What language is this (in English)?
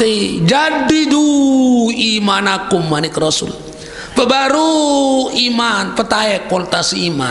Sasak